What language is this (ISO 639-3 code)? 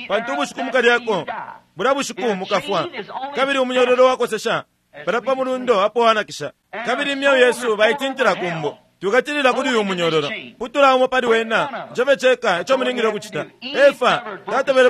bem